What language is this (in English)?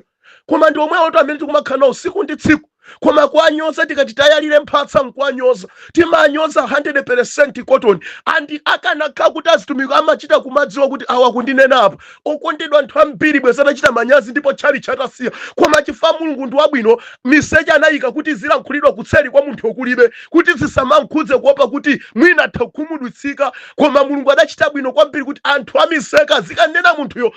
Nyanja